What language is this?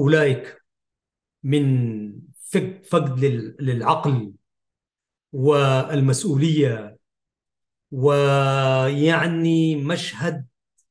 Arabic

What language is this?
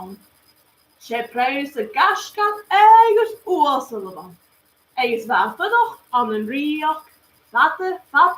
Scottish Gaelic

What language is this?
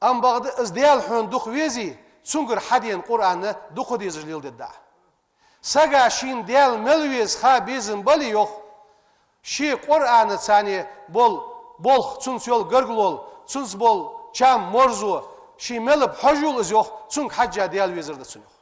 Ingush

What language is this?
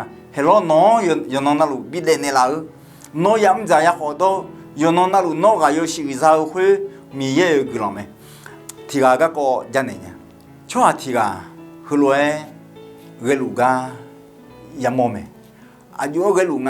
Akha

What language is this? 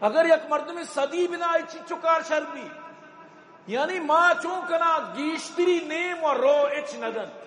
Eastern Balochi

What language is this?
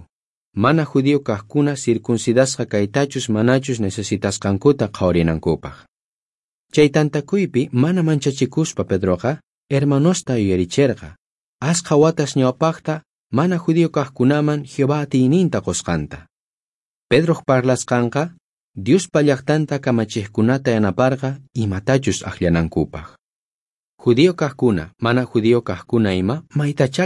South Bolivian Quechua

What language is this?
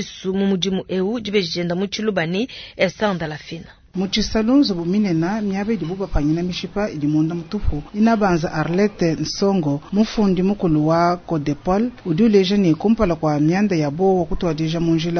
Luba-Lulua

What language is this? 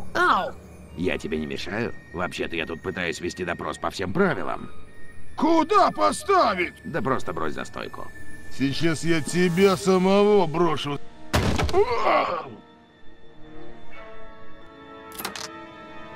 Russian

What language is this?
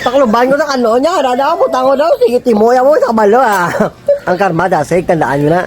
Hiligaynon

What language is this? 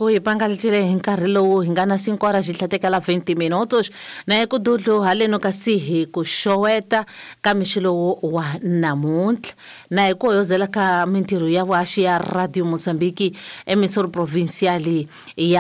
Tsonga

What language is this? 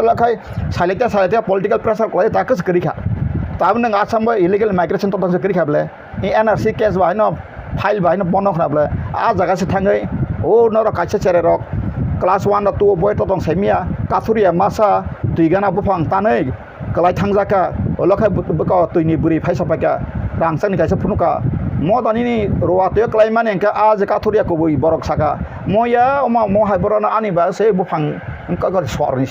Kok Borok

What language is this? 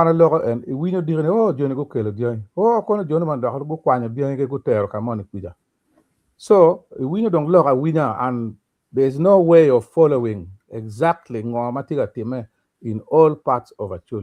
Acoli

